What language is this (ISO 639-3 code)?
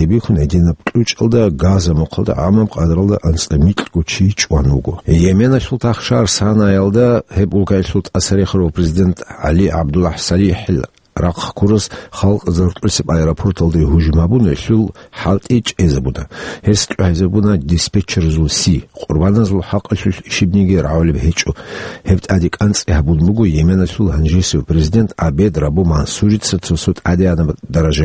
ava